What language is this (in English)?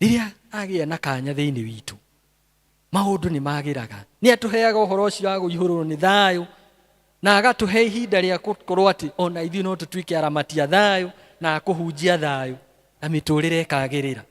Kikuyu